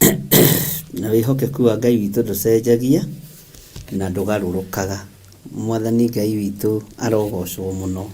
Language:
Kikuyu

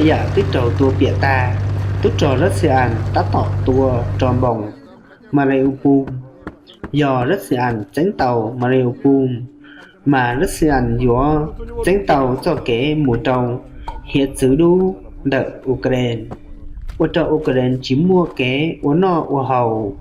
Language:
Hmong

